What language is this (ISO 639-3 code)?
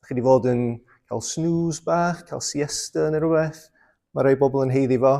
cym